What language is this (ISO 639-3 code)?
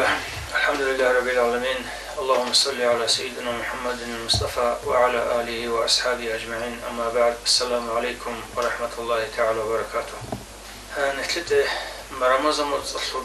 ava